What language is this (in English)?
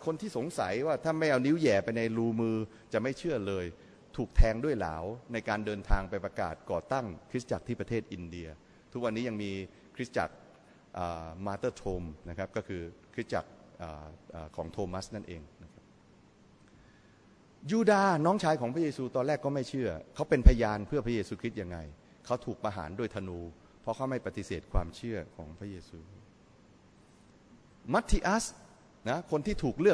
Thai